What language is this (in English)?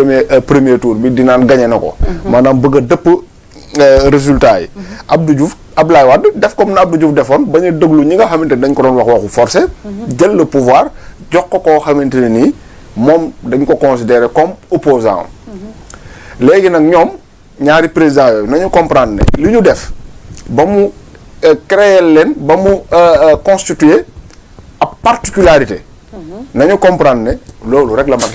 Wolof